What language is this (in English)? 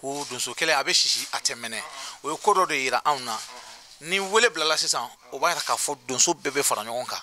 Bambara